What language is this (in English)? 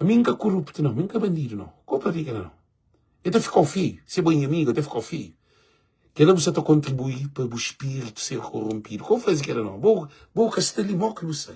Kabuverdianu